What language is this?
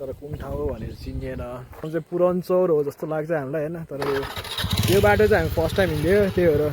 Nepali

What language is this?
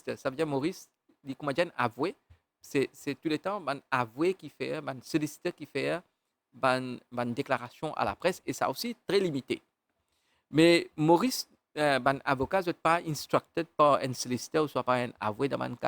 Morisyen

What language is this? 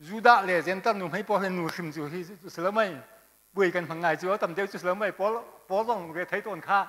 Hakha Chin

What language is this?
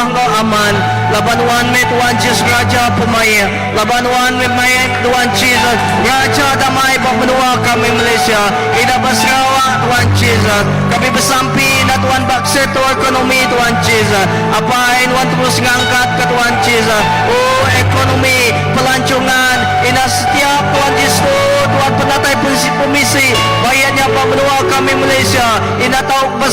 Iban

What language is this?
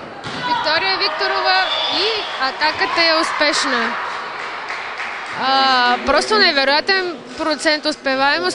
Bulgarian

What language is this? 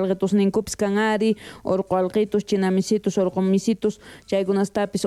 South Bolivian Quechua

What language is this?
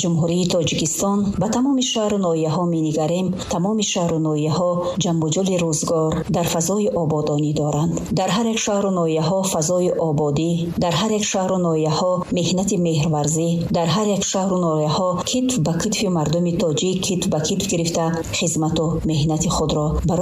Tajik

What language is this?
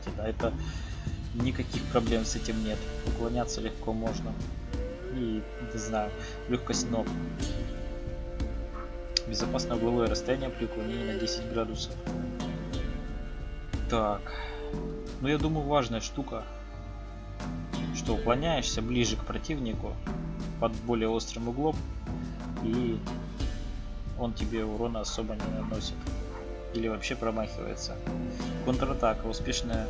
Russian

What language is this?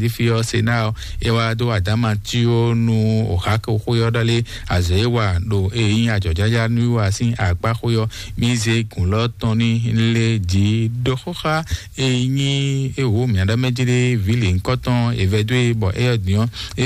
Fon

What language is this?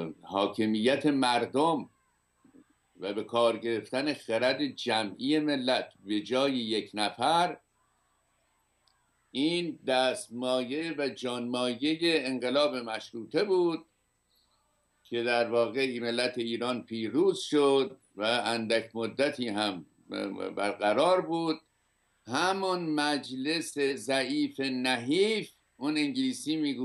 Persian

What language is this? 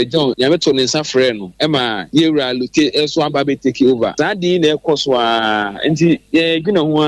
Akan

